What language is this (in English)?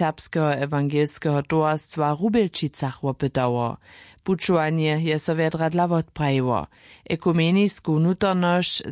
Upper Sorbian